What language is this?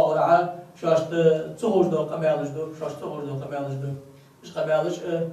Ingush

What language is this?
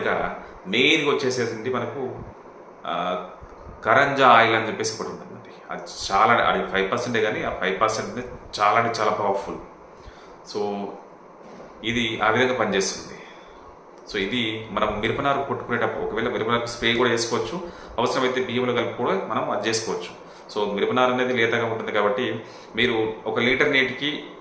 Telugu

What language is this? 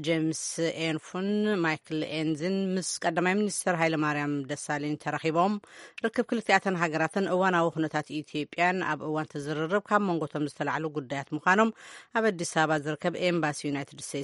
Tigrinya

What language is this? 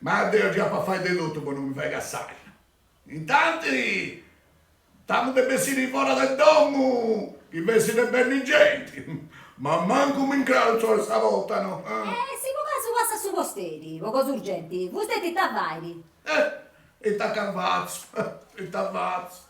Sardinian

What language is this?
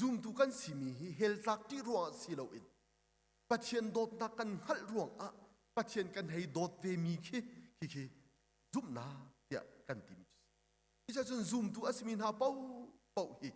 Hakha Chin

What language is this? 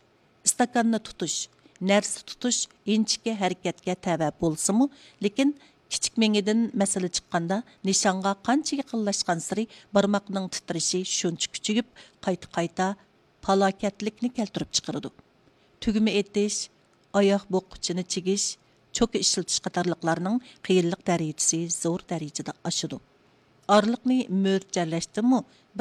Uyghur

